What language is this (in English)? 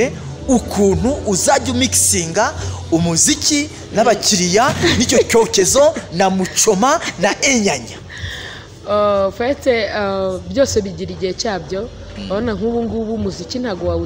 Kinyarwanda